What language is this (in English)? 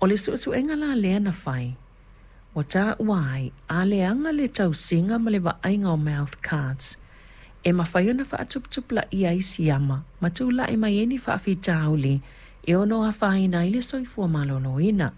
Samoan